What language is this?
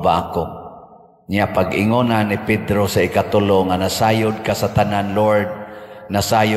Cebuano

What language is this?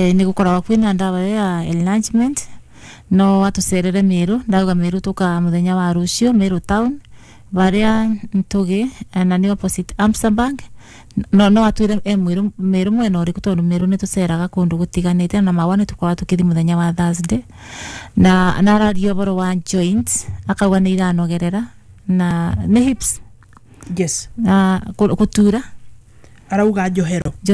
Kikuyu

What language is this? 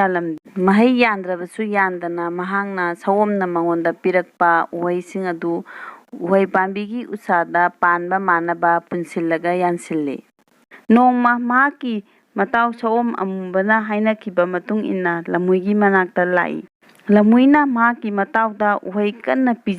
Manipuri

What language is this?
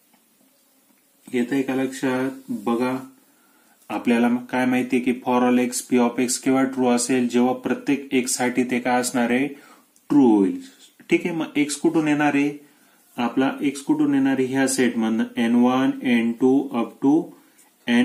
Marathi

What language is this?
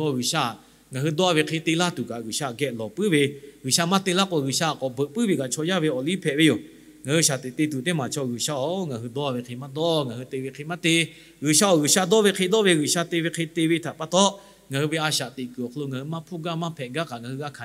Lahu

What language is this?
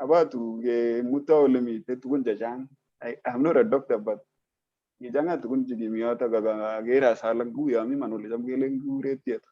Kalenjin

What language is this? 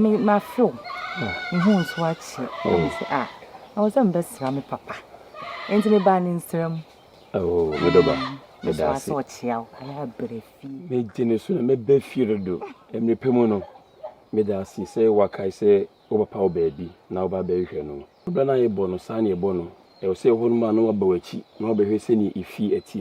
Akan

